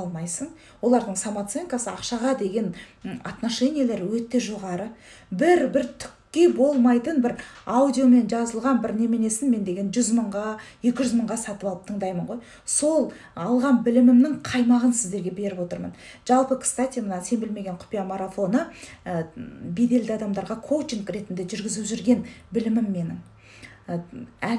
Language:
Kazakh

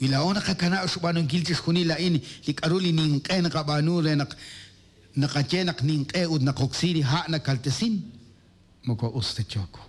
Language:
Kekchí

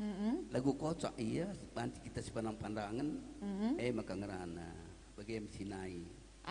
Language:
Batak Karo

